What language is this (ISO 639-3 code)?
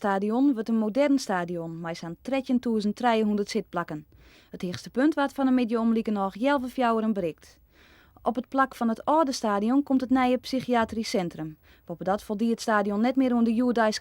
fry